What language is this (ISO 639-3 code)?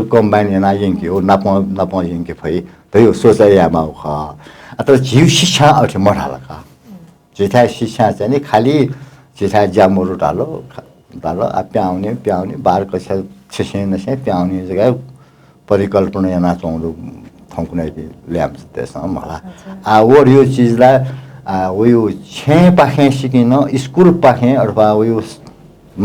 new